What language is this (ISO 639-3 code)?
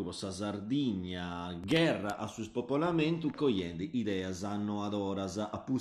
srd